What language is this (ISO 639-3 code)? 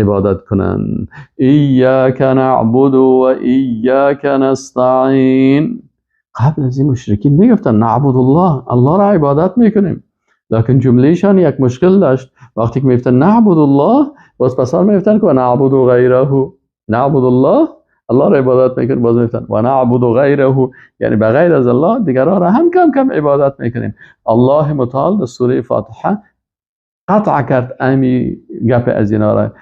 fas